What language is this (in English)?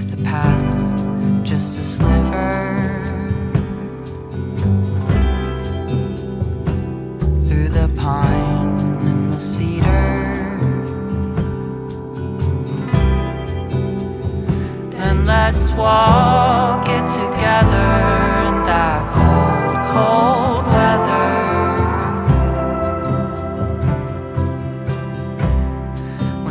English